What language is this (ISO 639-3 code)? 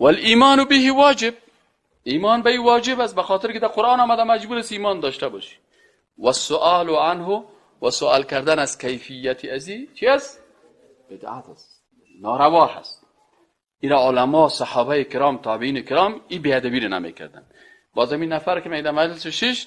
fas